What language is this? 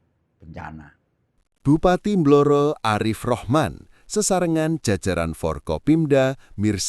Javanese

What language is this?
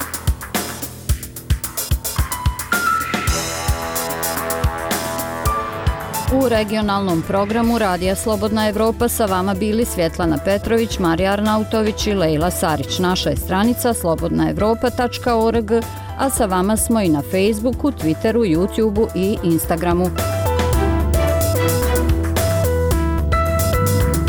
Bosnian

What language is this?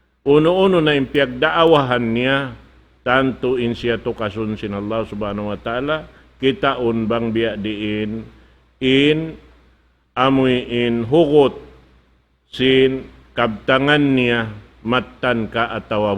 Tausug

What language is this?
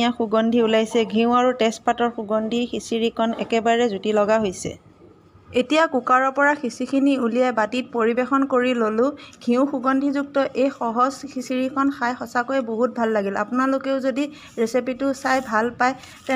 Assamese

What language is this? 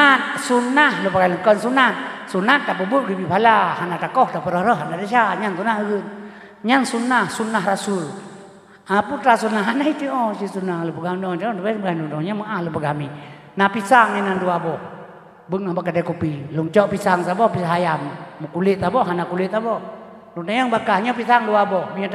Achinese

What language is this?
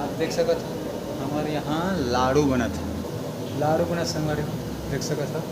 Chhattisgarhi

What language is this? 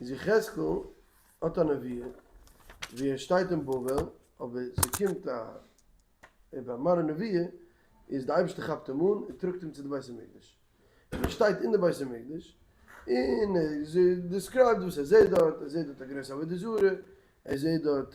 Yiddish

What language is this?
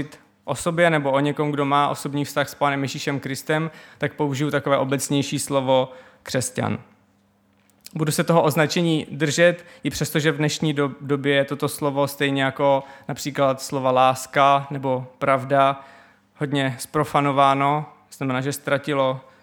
Czech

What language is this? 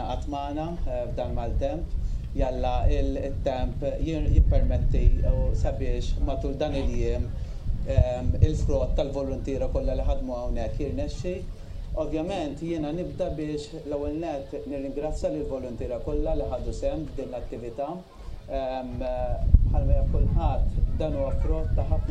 Maltese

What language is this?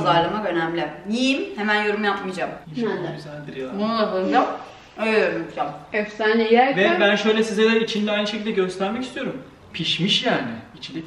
Turkish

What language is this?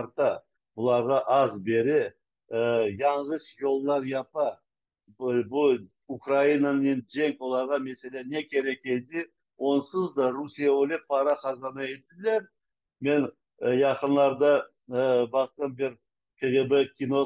Crimean Tatar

